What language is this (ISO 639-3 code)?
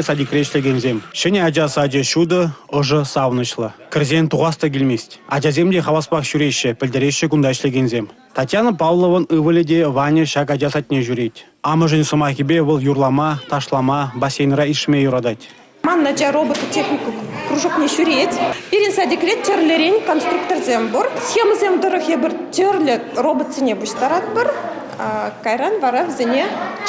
chv